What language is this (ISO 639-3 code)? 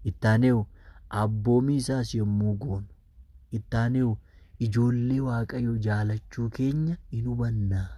orm